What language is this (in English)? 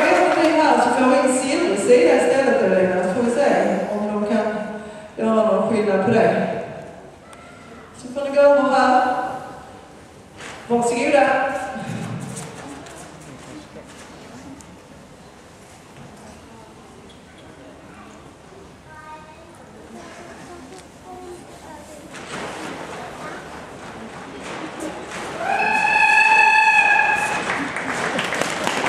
Swedish